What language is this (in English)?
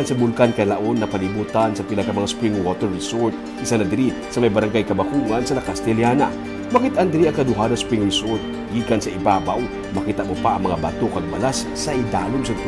Hiligaynon